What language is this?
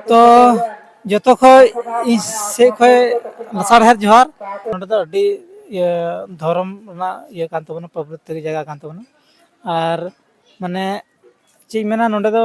Santali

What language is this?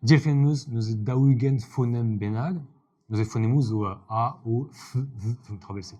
Breton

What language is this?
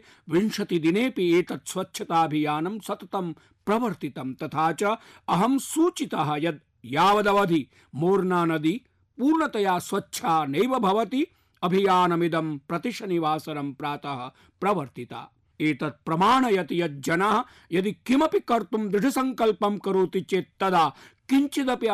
Sanskrit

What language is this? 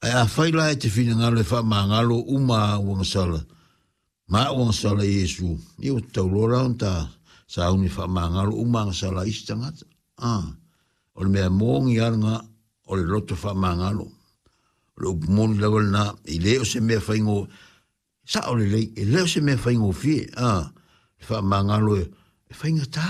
Samoan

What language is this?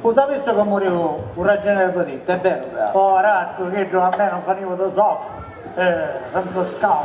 Sicilian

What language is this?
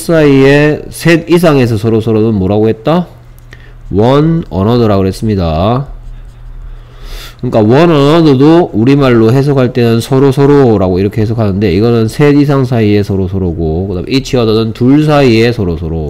Korean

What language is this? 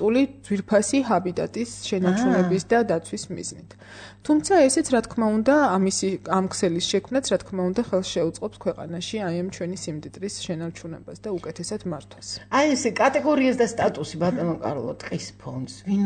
Georgian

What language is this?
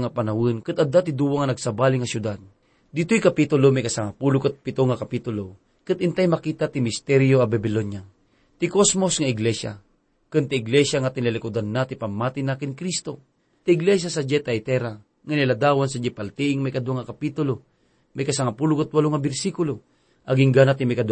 Iloko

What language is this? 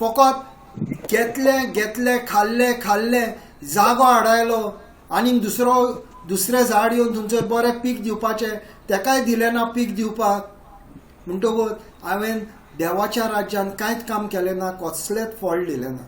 Konkani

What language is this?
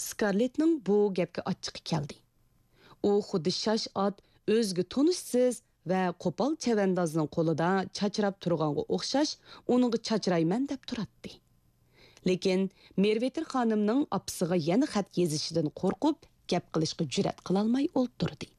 Uyghur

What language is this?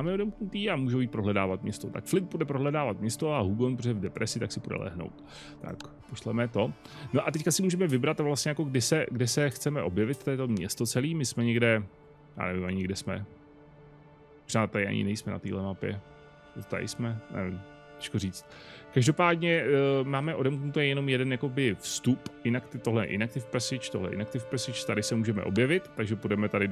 Czech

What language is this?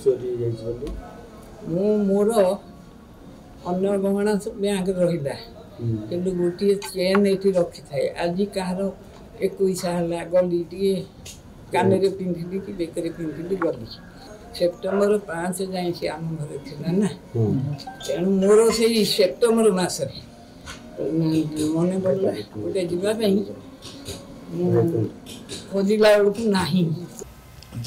Odia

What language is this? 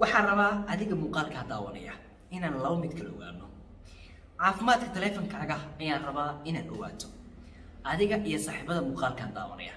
Somali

